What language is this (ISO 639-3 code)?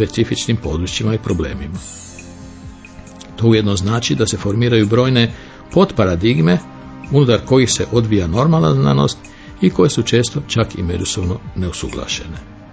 hrv